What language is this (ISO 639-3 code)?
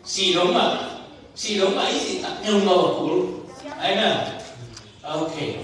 ctd